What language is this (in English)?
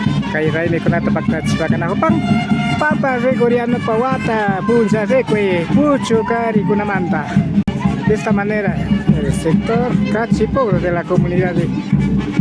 Imbabura Highland Quichua